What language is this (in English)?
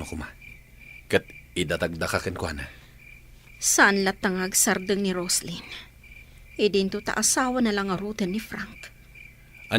Iloko